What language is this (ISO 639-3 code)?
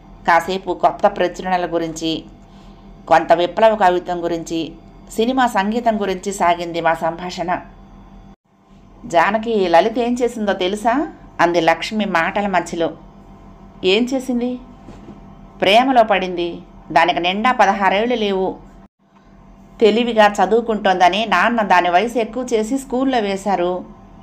tel